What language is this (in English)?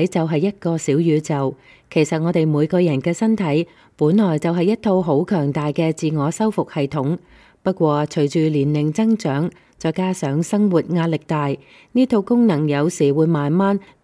Cantonese